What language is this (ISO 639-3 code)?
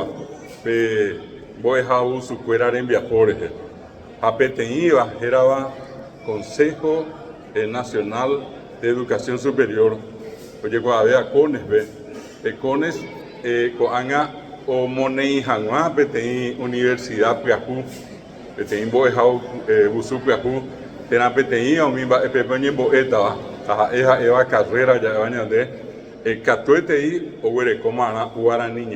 grn